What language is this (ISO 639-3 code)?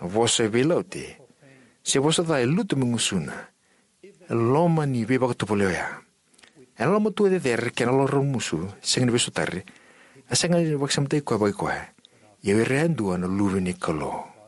fij